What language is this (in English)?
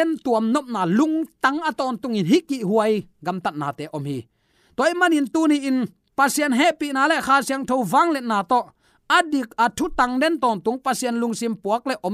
Tedim Chin